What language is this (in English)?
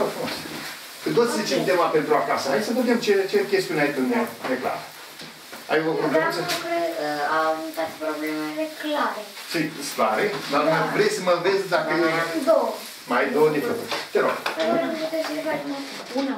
Romanian